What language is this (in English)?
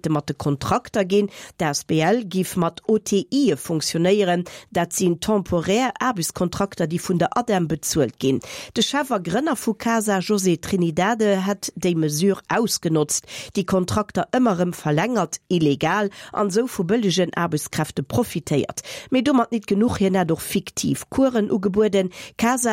Luxembourgish